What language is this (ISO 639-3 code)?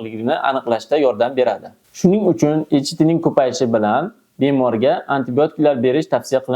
uzb